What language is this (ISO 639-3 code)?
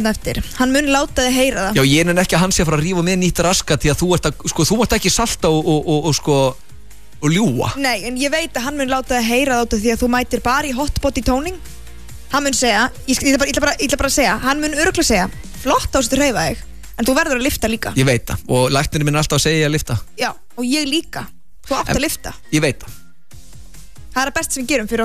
isl